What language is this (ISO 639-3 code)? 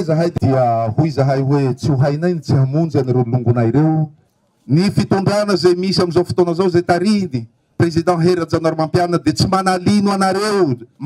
mlg